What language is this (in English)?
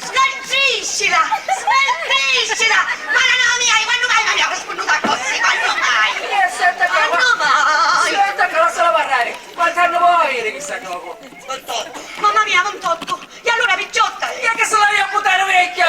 Sicilian